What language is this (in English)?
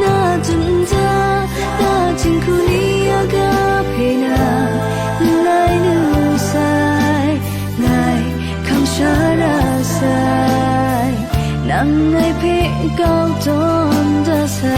Kachin